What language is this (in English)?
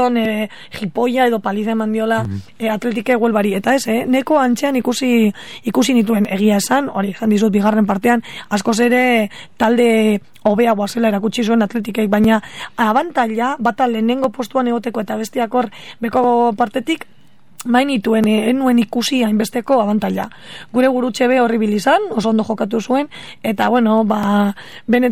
Basque